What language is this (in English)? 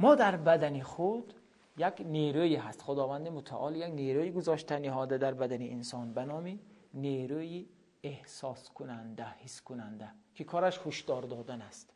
Tajik